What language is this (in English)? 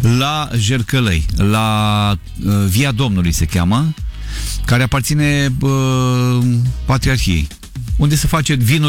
Romanian